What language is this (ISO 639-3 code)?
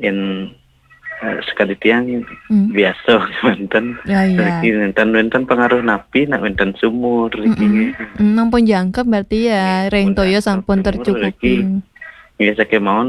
ban